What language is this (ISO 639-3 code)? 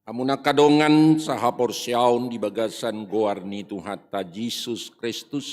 bbc